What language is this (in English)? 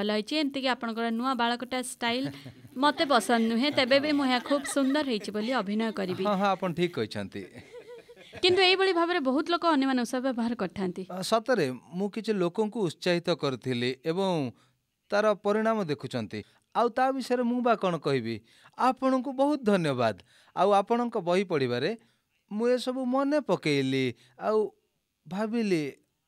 Odia